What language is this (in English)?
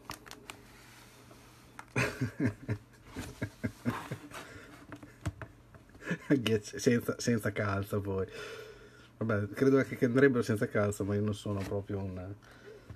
Italian